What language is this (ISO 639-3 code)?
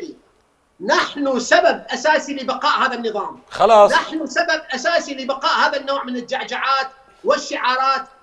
acm